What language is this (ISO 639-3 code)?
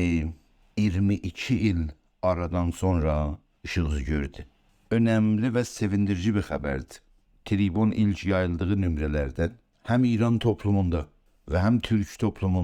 azb